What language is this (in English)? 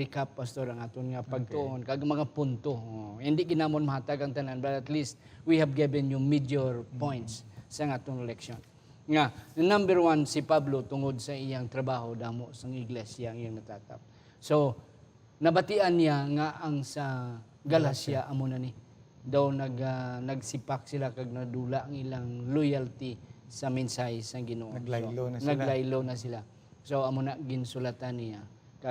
Hiligaynon